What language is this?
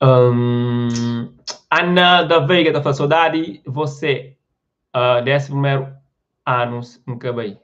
Kabuverdianu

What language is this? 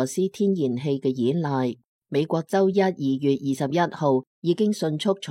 Cantonese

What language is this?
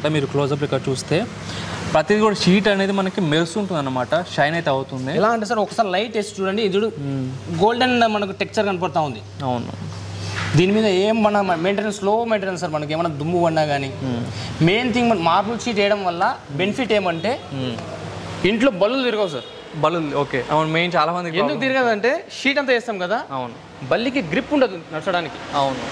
Telugu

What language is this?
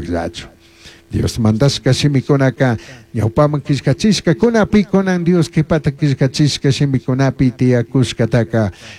Chimborazo Highland Quichua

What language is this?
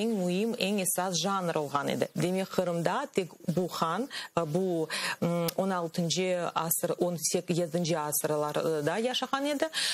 Crimean Tatar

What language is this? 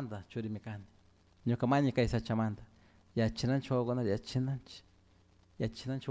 Chimborazo Highland Quichua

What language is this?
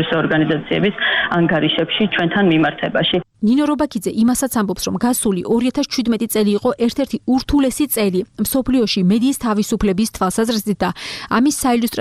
Georgian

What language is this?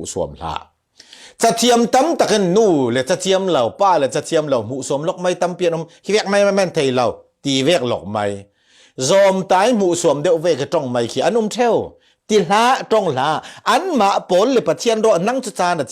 Falam Chin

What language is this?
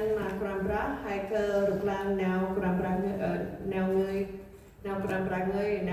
Central Mnong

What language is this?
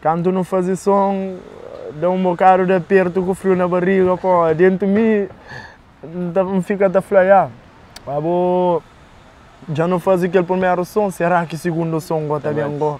Kabuverdianu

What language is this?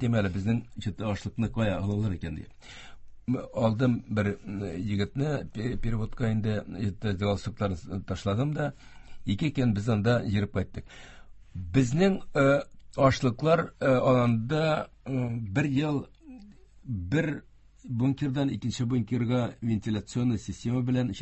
Tatar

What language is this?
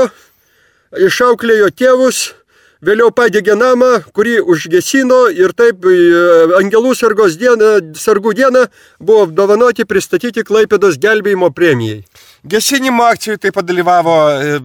Lithuanian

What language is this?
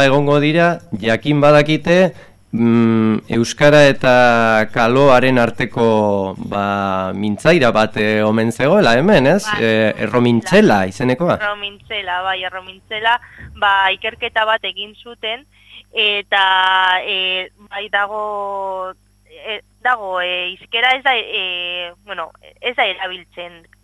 Basque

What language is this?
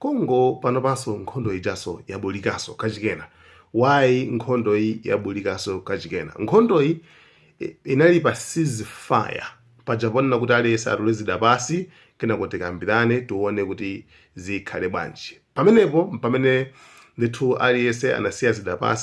Nyanja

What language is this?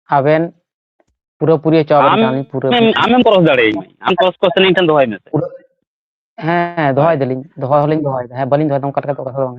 Santali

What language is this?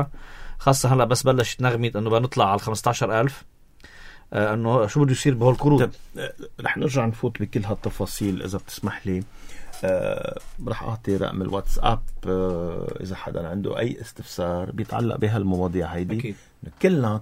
North Levantine Arabic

